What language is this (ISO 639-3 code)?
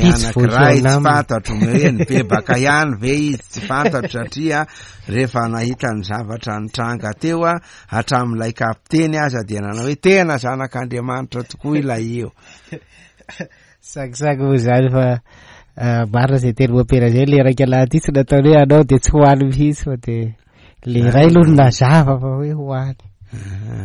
mlg